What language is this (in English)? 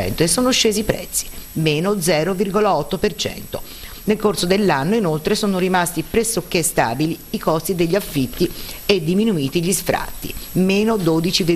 Italian